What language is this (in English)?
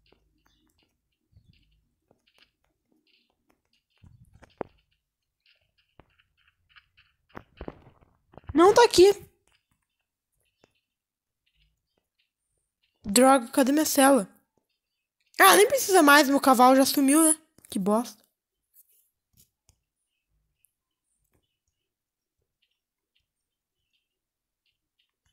Portuguese